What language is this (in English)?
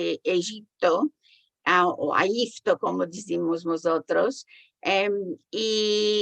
Ladino